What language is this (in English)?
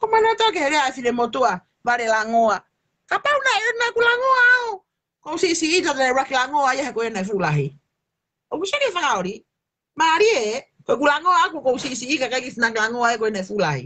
Tongan